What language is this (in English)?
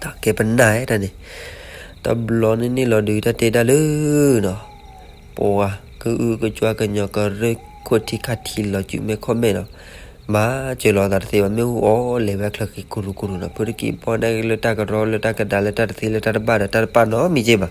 S'gaw Karen